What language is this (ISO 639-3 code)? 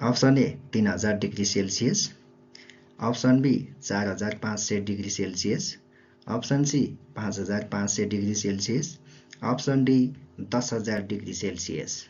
nep